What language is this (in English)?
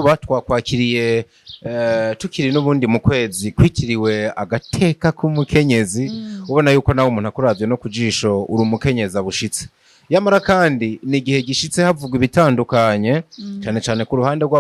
Rundi